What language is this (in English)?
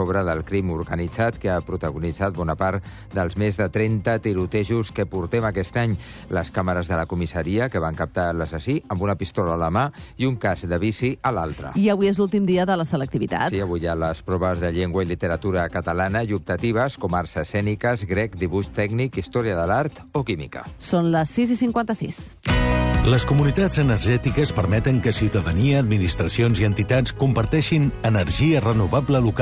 Catalan